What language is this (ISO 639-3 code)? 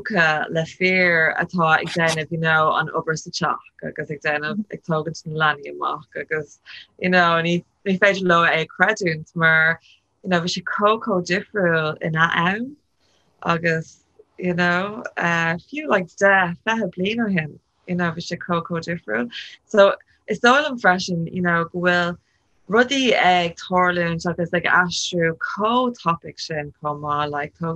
gle